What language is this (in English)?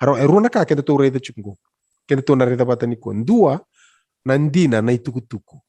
Fijian